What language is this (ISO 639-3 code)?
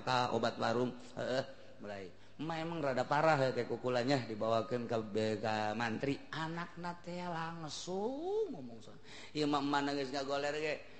sun